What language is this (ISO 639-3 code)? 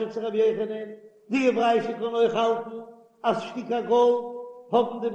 yid